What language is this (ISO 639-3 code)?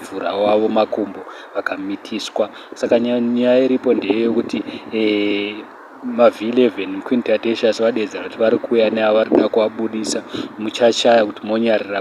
sna